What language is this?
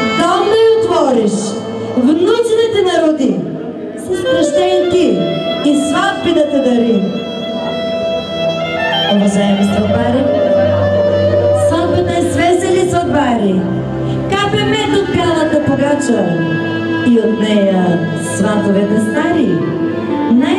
Bulgarian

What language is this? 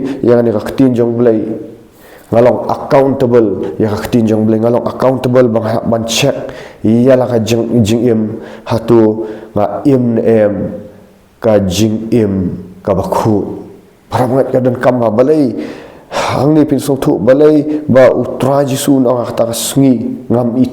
Khasi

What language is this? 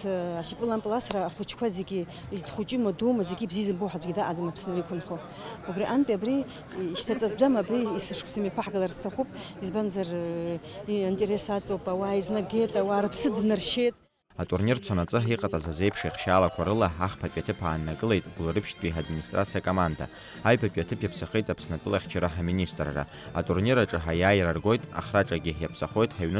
Abkhazian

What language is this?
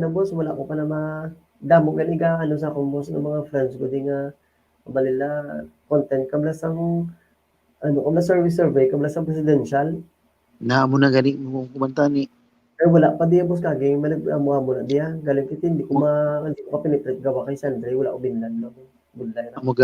Hiligaynon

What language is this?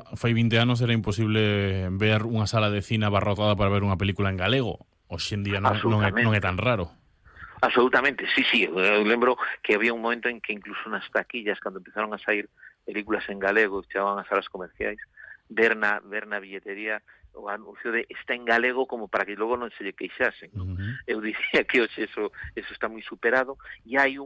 Galician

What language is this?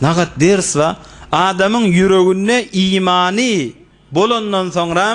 Turkmen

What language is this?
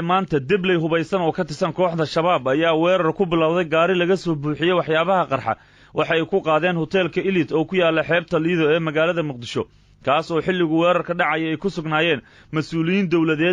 Somali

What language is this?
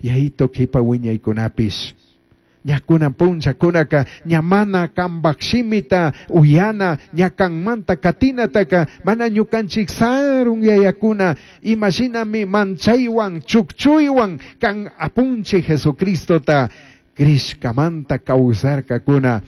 Chimborazo Highland Quichua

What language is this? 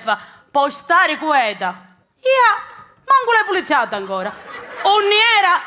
Sicilian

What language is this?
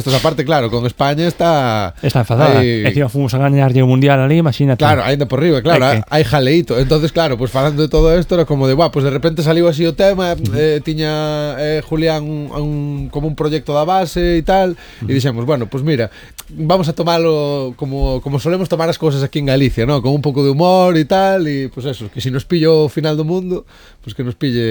Galician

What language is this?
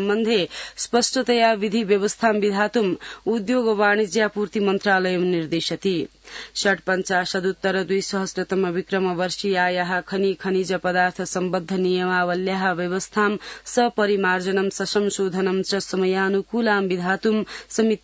Sanskrit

